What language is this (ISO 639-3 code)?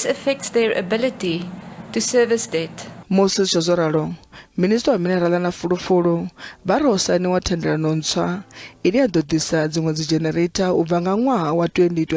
ven